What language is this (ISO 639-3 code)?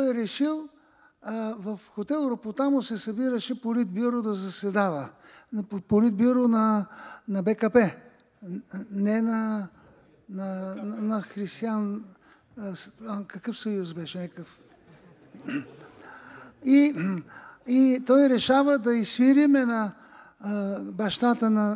bul